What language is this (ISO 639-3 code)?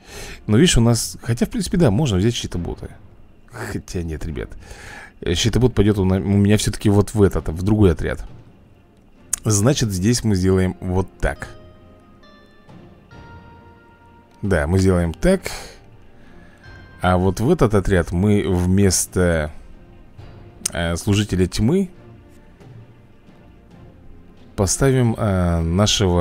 rus